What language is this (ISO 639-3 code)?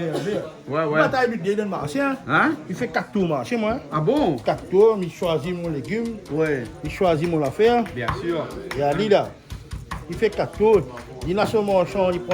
rcf